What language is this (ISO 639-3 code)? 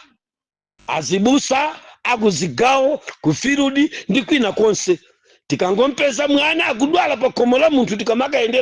nya